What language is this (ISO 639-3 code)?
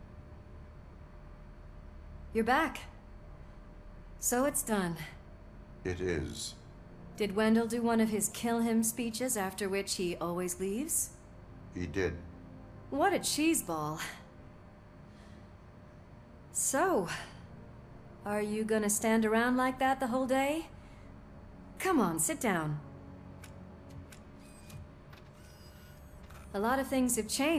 eng